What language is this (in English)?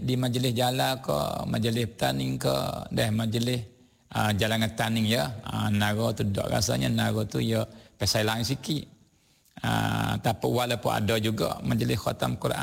Malay